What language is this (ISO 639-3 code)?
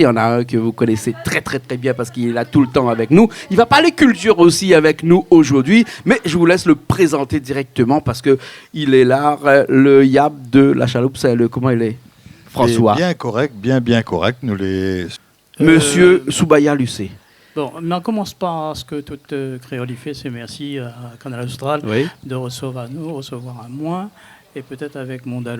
rcf